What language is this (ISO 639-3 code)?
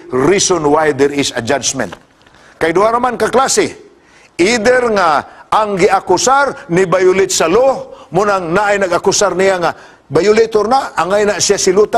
ceb